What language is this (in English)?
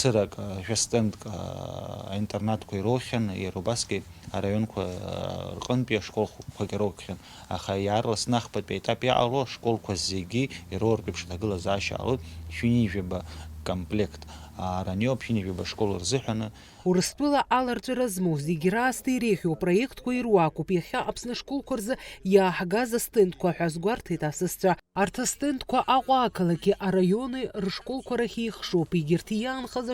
Abkhazian